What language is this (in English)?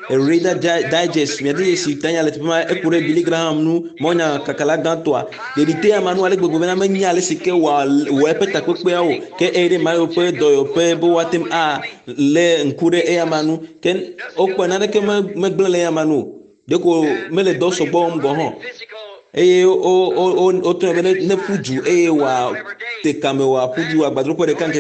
Ewe